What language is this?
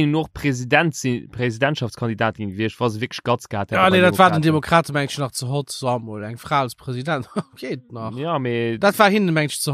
Luxembourgish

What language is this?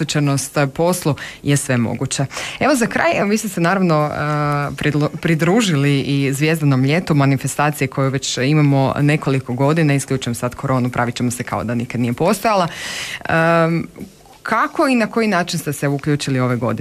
Croatian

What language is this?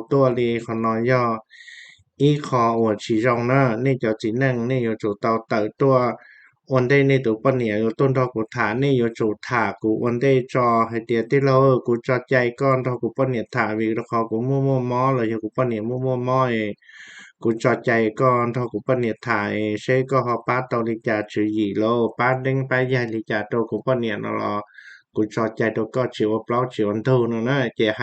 Hmong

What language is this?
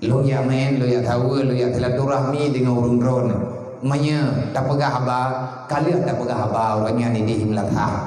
Achinese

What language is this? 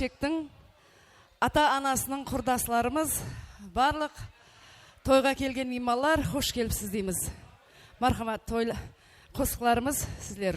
Kara-Kalpak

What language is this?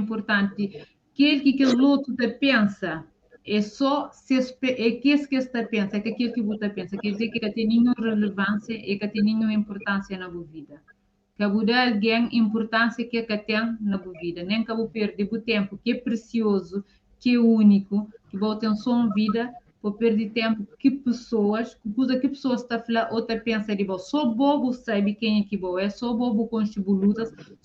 Kabuverdianu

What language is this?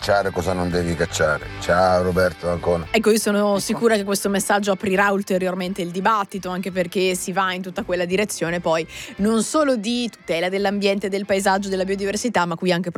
Italian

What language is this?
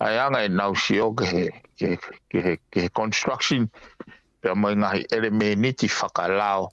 Tongan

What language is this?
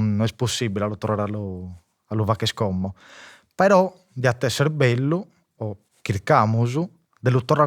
Sardinian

